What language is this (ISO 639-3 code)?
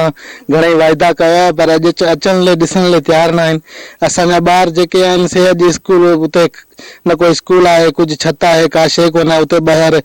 snd